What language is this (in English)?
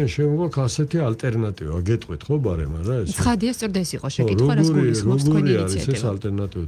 Georgian